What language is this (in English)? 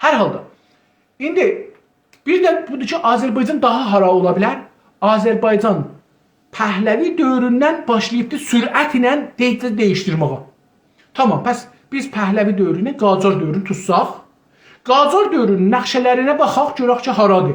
South Azerbaijani